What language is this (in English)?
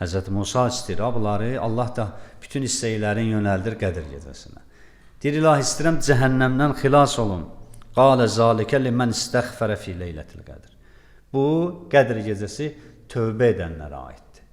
Azerbaijani